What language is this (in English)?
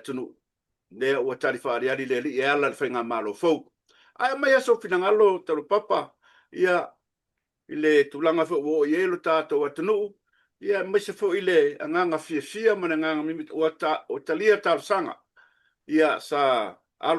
Samoan